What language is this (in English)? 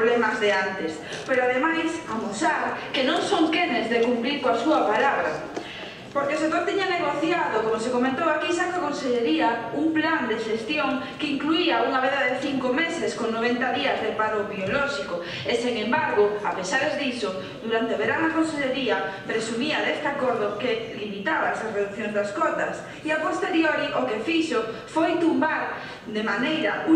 Galician